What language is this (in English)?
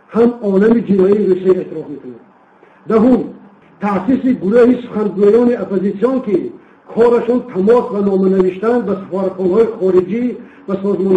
Tajik